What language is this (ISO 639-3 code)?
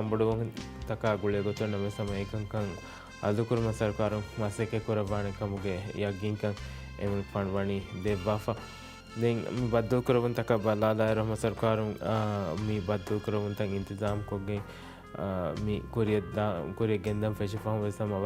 div